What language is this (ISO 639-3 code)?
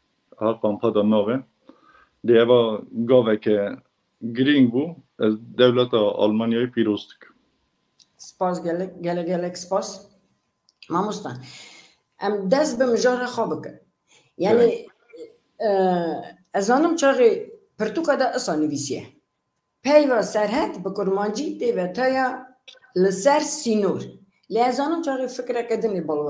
kur